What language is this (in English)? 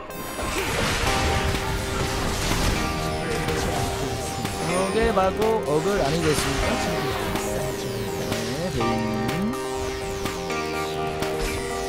Korean